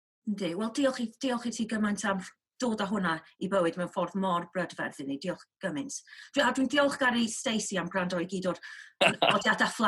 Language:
Welsh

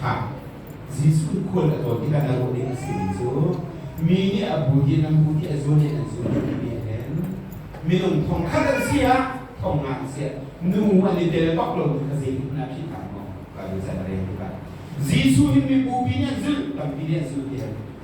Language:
Hakha Chin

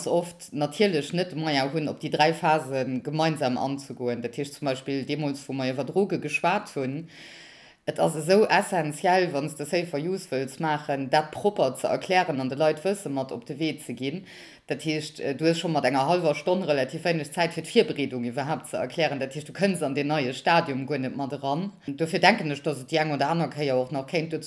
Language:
Luxembourgish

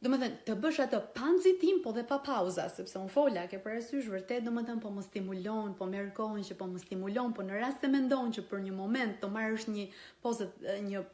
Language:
Albanian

